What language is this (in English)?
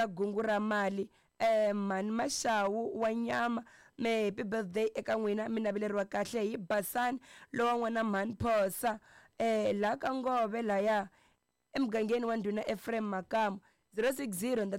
Tsonga